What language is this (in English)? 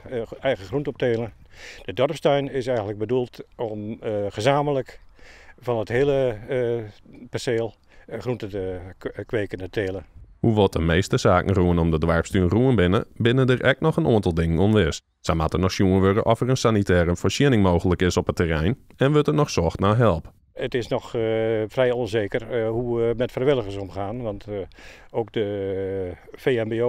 Western Frisian